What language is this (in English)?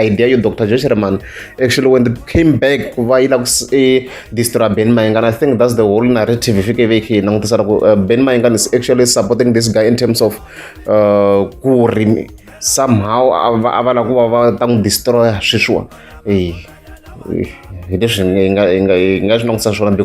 Tsonga